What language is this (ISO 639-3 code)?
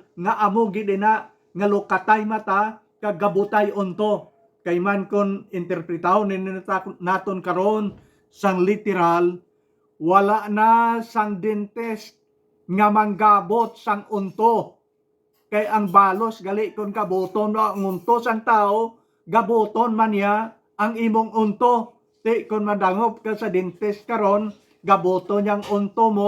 hil